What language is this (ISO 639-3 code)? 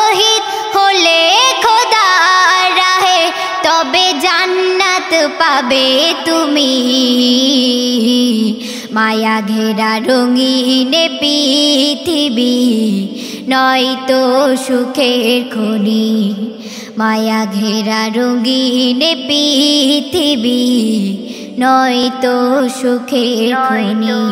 ben